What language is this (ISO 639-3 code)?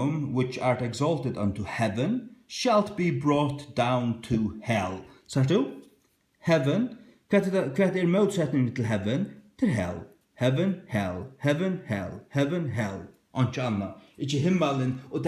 fao